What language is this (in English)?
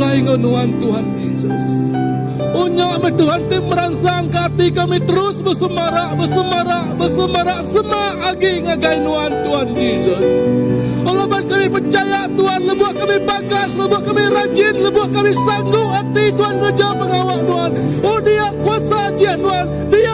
Iban